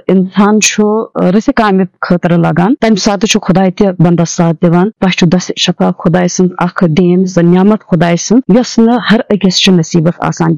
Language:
Kashmiri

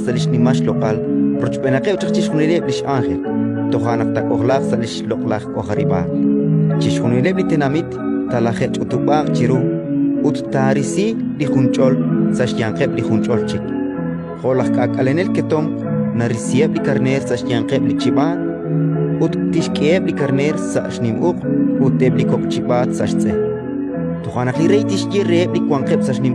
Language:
Kekchí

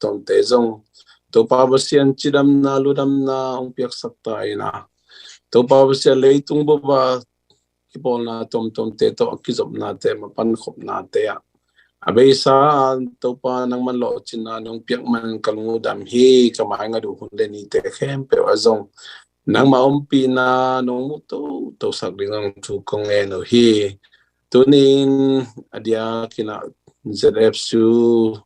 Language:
Tedim Chin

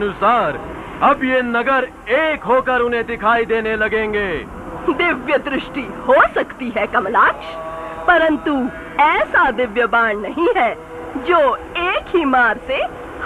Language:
Hindi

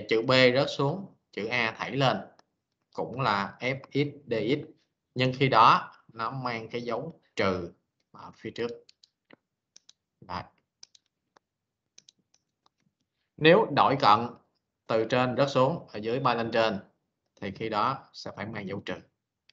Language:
Vietnamese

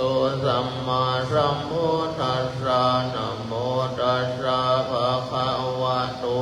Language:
Pali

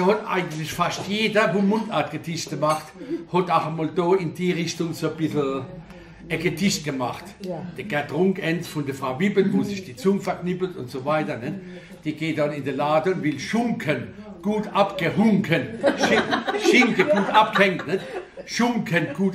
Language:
Palatine German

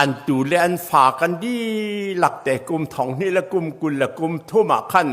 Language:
Hakha Chin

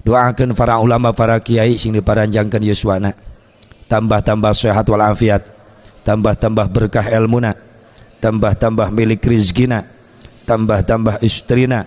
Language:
Sundanese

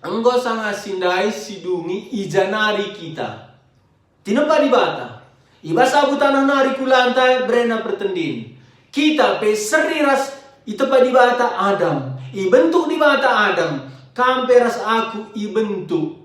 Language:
Batak Karo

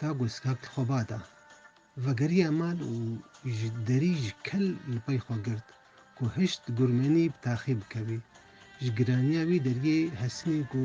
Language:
Kurdish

